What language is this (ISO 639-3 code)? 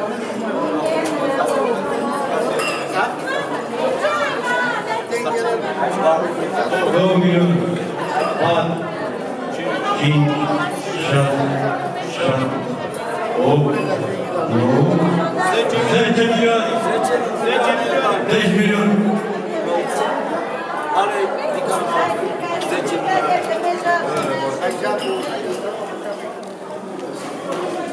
ron